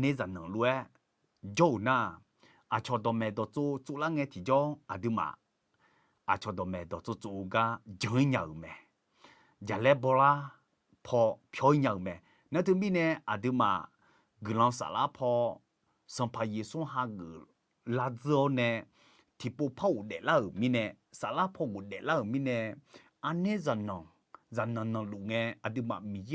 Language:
Akha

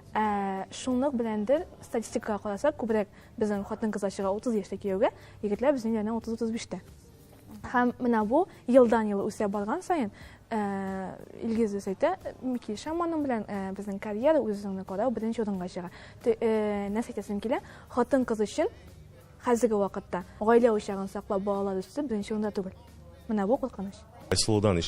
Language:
Tatar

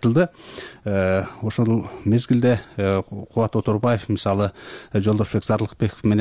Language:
Kyrgyz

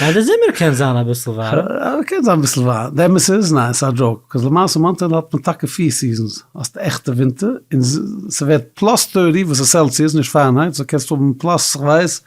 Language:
Yiddish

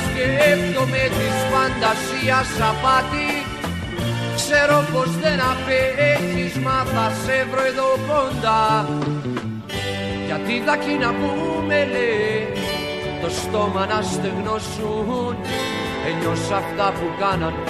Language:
Greek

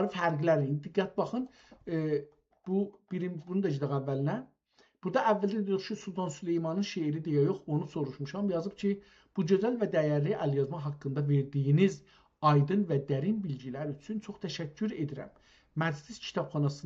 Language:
South Azerbaijani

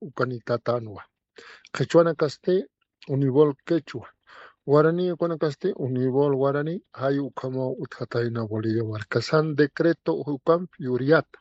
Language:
Aymara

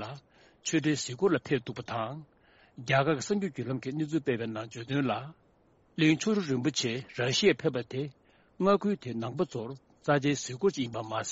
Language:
Tibetan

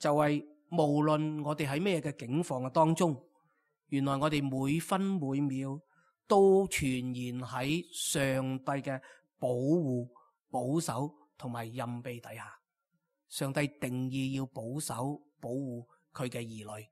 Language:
Cantonese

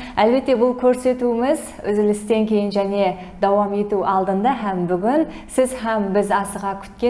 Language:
Kara-Kalpak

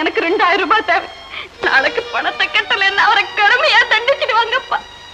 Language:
Tamil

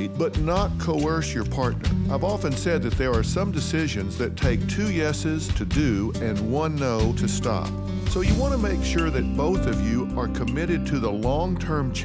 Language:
English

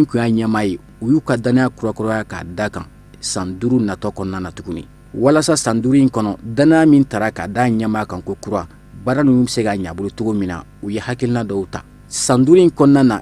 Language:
Bambara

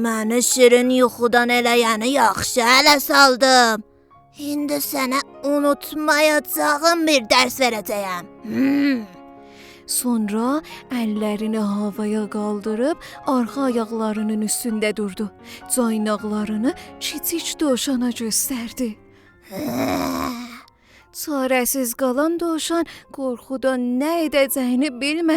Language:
South Azerbaijani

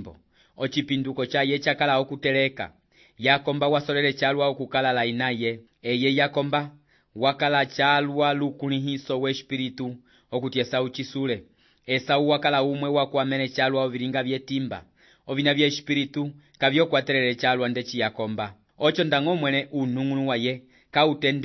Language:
Umbundu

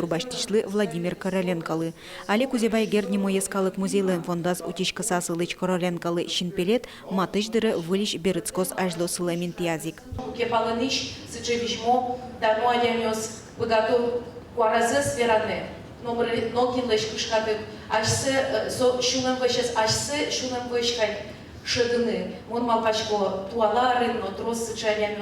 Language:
Udmurt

